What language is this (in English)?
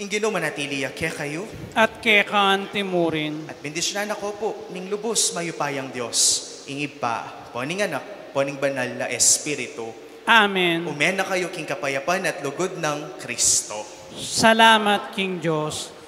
Pampanga